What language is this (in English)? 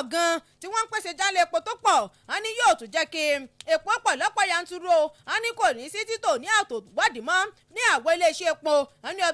Yoruba